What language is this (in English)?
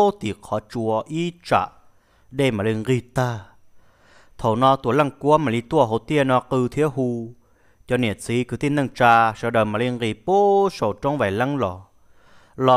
Hmong